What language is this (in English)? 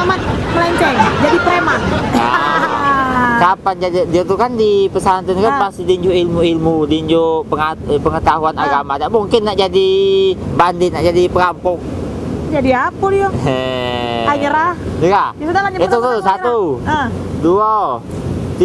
Musi